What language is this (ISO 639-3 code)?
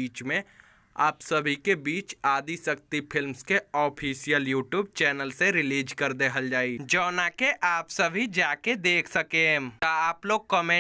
bho